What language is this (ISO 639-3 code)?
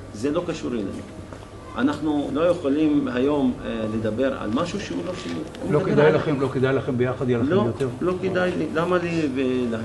heb